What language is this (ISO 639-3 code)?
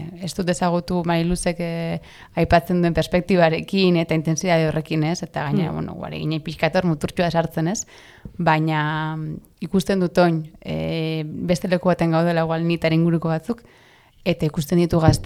eus